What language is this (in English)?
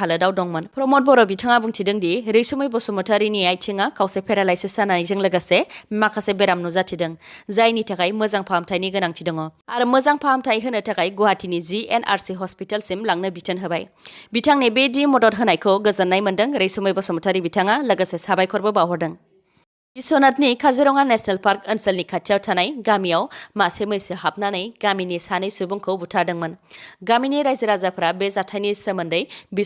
Bodo